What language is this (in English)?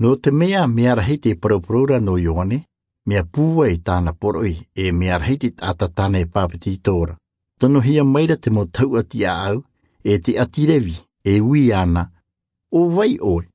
Tahitian